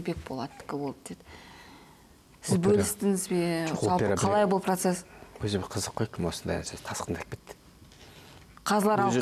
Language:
Kazakh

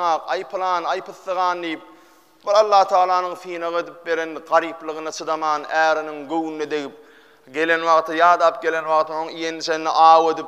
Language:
Turkmen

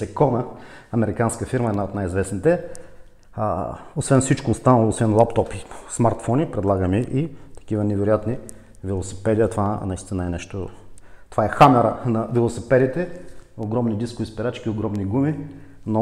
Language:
Bulgarian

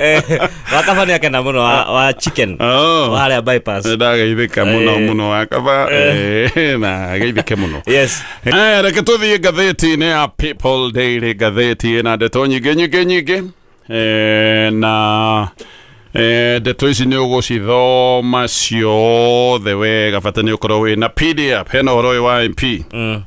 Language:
Kikuyu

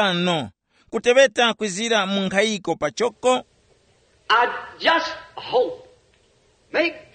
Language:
Tumbuka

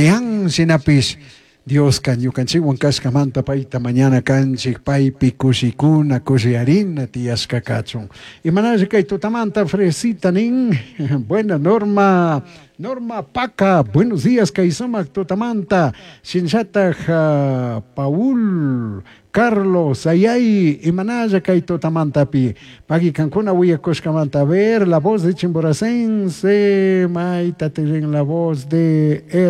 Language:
Chimborazo Highland Quichua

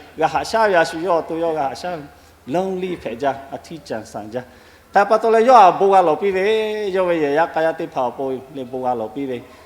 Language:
Lahu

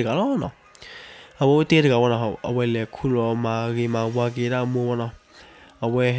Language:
S'gaw Karen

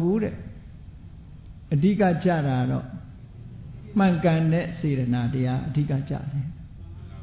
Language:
Burmese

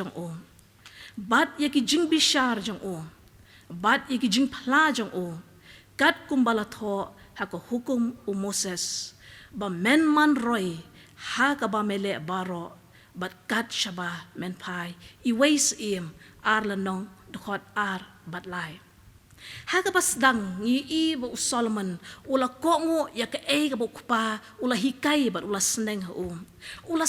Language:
Khasi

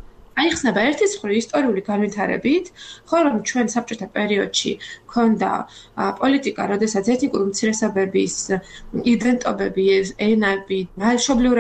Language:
Georgian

